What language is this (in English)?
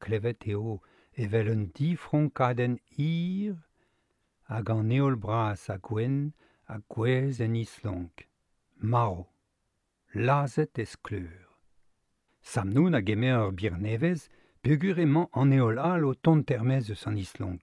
Breton